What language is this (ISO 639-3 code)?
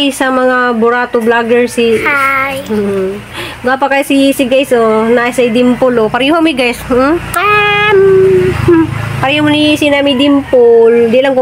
ceb